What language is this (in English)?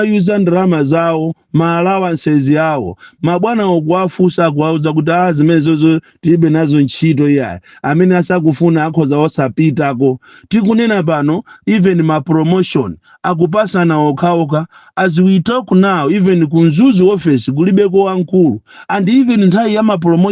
Nyanja